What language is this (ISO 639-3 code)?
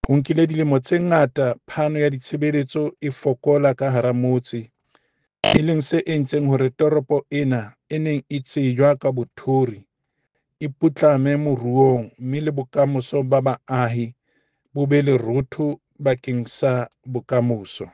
sot